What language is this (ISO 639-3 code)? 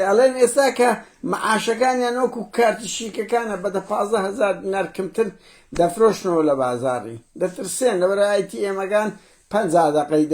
ckb